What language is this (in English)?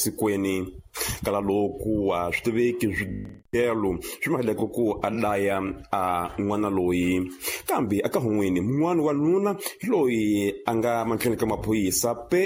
Tsonga